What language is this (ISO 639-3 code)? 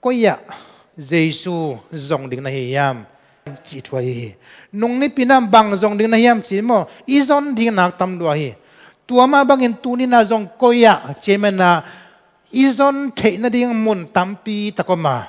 ctd